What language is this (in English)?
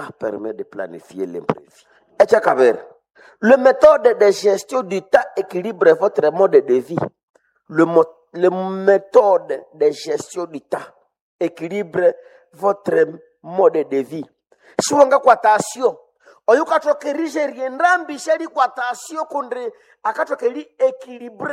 Nande